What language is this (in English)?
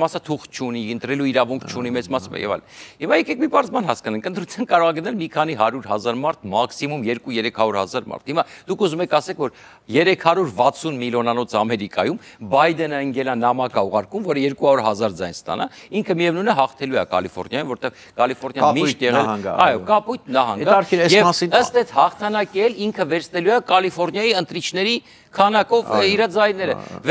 Armenian